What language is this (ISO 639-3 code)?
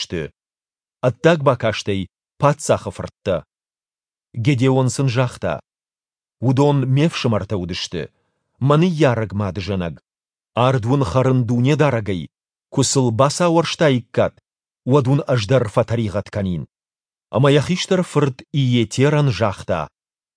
oss